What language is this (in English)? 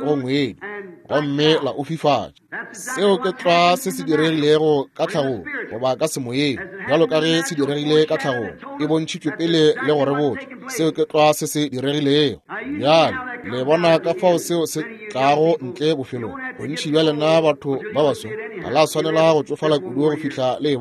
Northern Sotho